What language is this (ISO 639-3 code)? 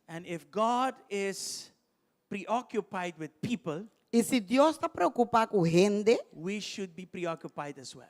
pap